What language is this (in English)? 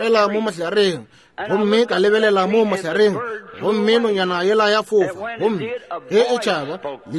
Northern Sotho